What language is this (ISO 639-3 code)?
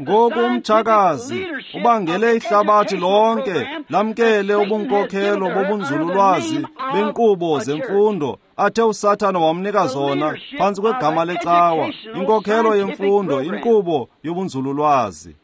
xho